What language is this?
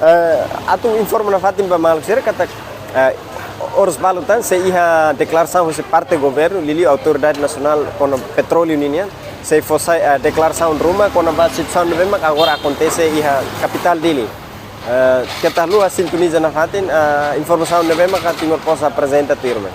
Tetum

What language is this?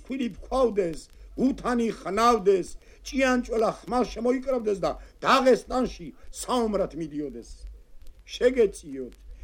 Georgian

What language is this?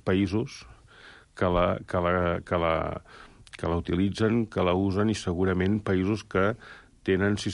Catalan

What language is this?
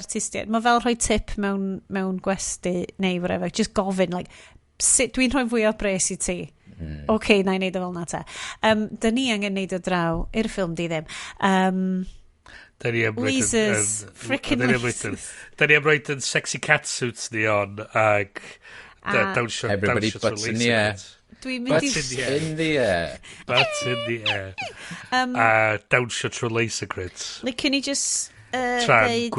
Welsh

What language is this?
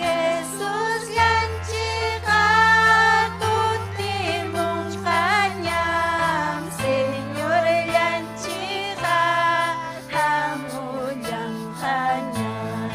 Ayacucho Quechua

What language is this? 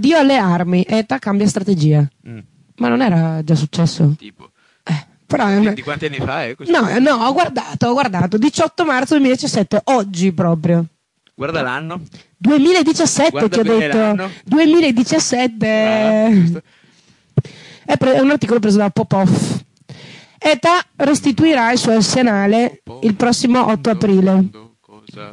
Italian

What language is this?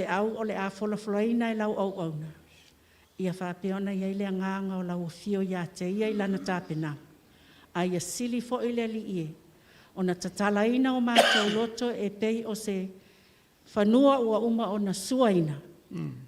Samoan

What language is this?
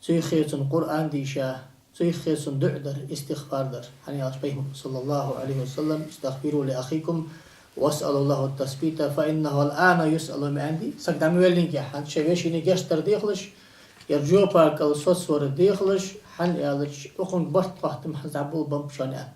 Ingush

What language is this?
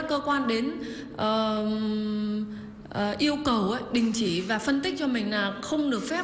Vietnamese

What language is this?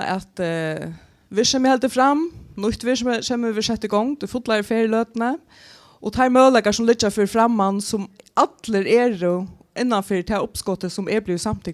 Faroese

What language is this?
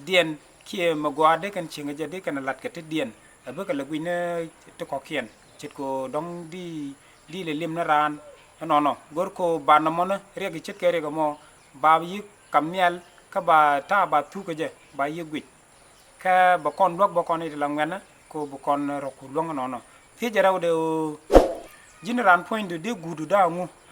Nuer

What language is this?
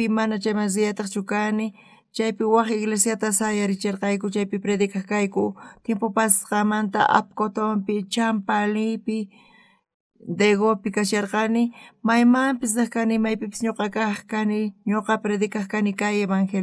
South Bolivian Quechua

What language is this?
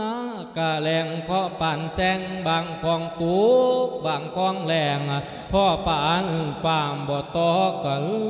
Lao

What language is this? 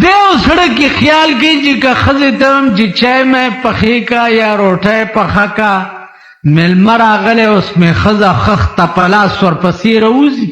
Pashto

